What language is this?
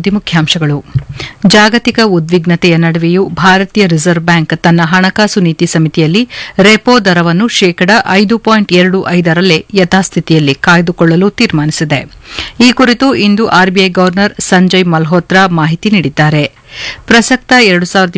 Kannada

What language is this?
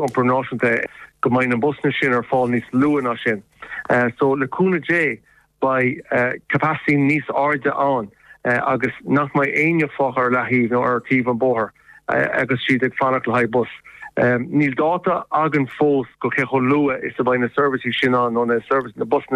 Irish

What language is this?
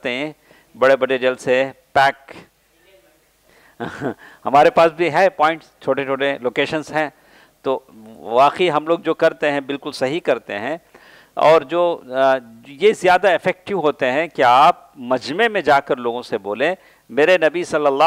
Urdu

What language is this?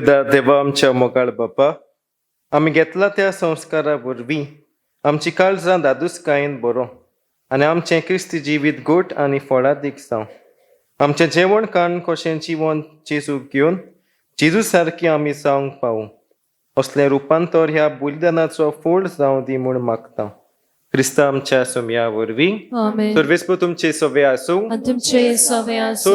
Konkani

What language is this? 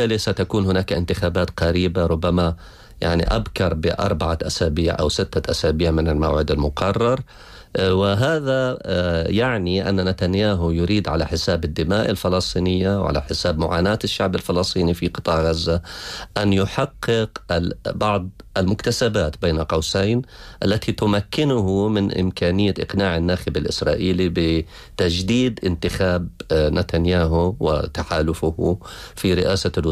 Arabic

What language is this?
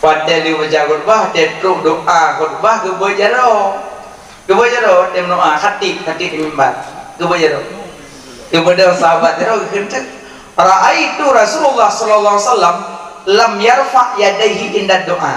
Achinese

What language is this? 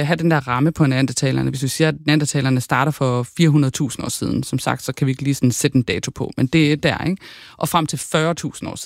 Danish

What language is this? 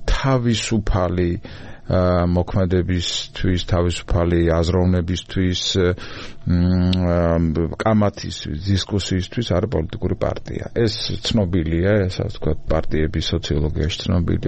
Georgian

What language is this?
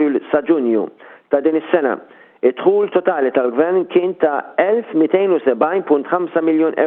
Maltese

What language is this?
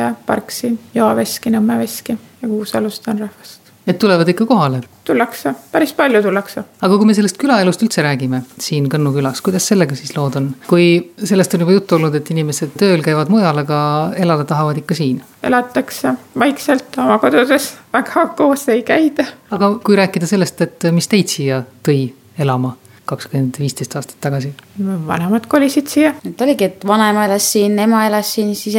Estonian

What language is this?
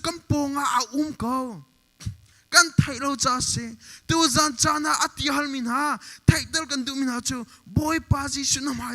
Hakha Chin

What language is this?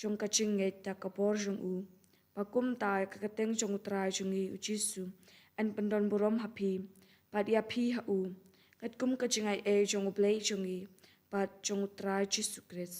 Khasi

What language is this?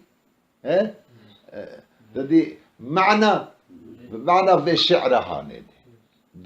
Kurdish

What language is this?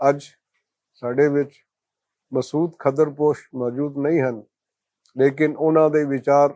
Western Panjabi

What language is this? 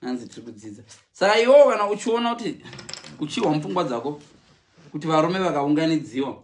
Shona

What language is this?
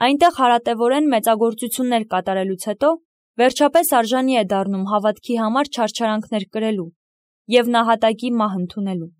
Armenian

